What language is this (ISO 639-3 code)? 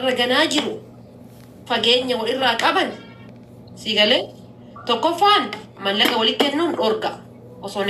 orm